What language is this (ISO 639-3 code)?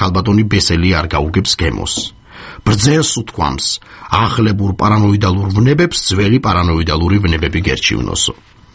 kat